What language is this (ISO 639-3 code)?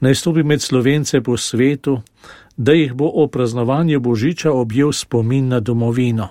slv